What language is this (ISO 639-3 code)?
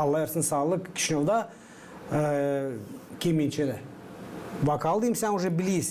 gag